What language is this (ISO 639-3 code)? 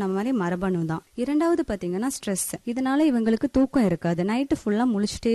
tam